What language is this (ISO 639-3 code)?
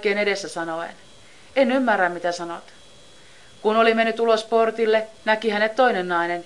fin